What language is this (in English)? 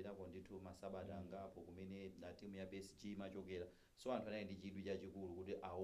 Nyanja